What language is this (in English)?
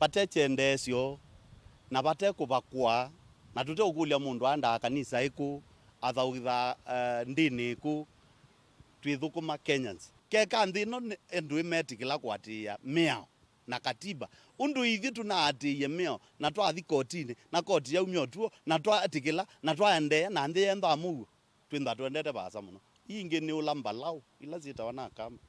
Kamba